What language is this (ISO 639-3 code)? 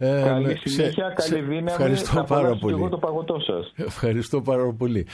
ell